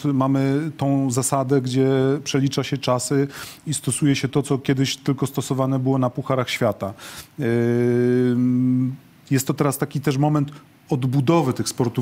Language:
Polish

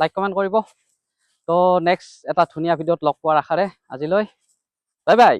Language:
Assamese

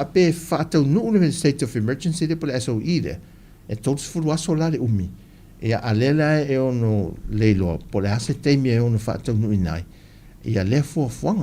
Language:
Samoan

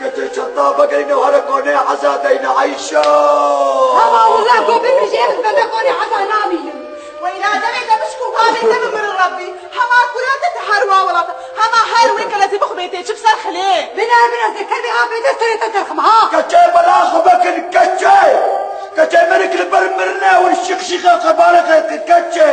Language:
Kurdish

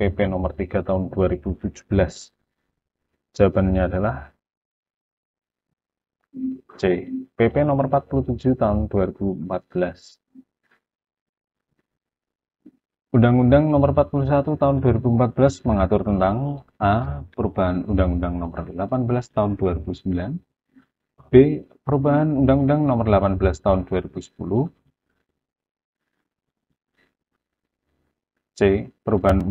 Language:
Indonesian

